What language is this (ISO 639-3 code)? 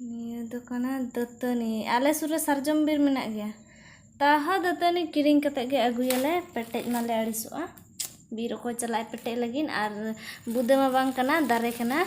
sat